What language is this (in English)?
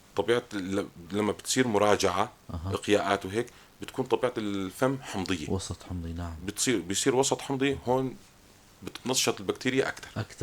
North Levantine Arabic